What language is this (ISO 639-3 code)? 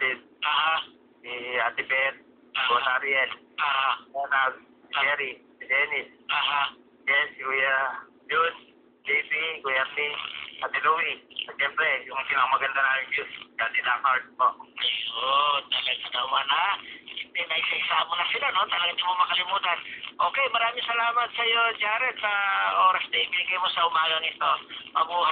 fil